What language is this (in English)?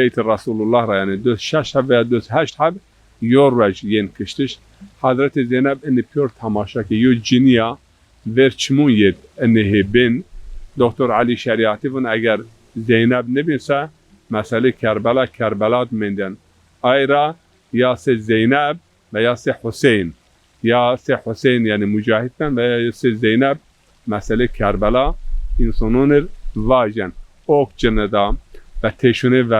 Zaza